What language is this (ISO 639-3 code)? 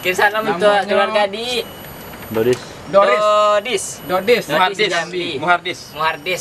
min